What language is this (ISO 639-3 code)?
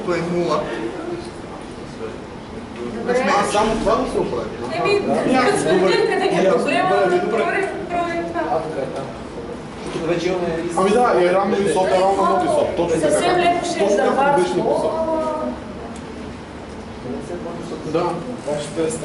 bul